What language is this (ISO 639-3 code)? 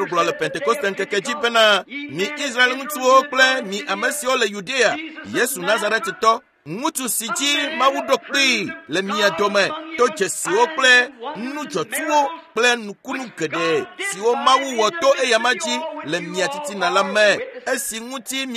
ewe